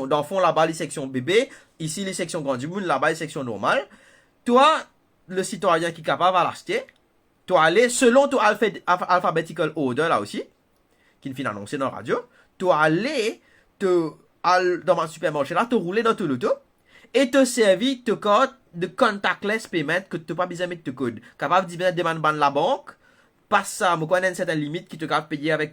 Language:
Morisyen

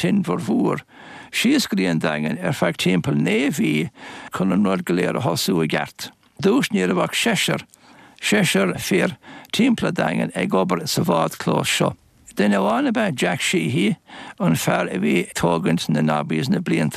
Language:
Irish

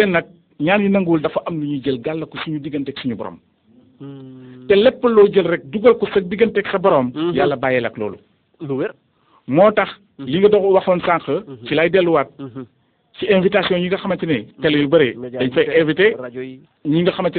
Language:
Wolof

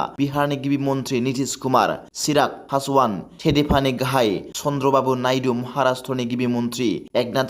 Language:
Bodo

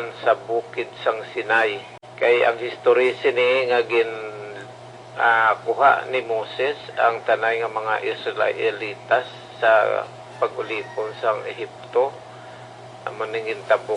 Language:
Hiligaynon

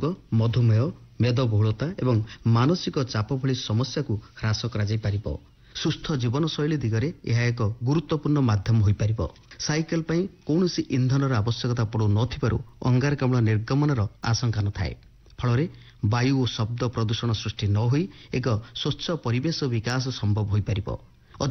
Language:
Odia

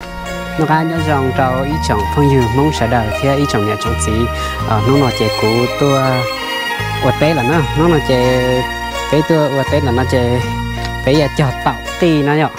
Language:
Hmong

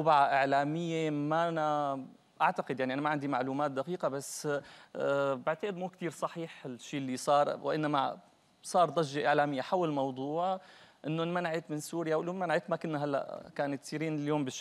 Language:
North Levantine Arabic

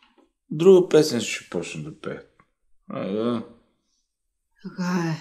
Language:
Bulgarian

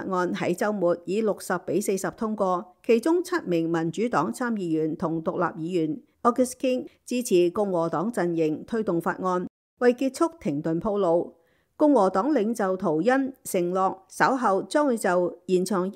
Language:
Cantonese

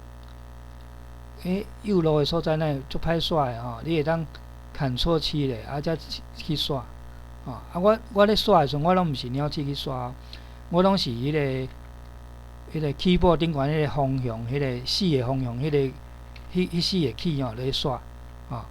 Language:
Min Nan Chinese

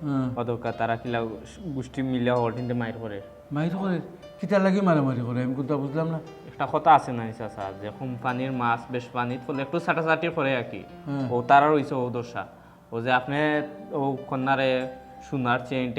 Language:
Sylheti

